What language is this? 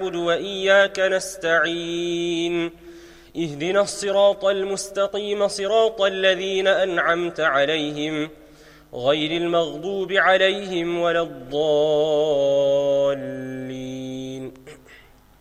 Arabic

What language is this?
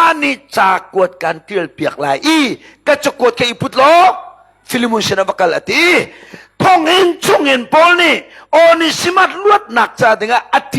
Hakha Chin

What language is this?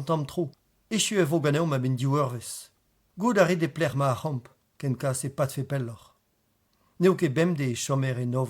Breton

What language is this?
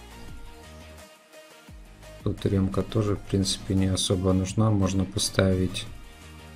Russian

